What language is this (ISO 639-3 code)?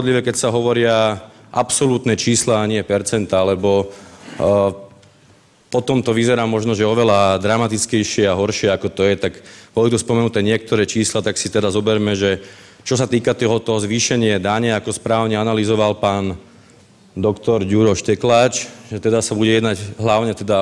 slk